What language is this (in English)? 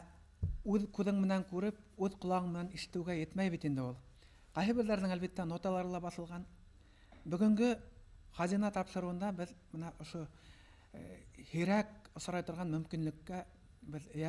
Bashkir